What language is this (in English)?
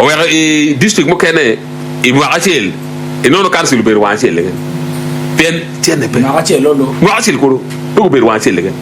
Acoli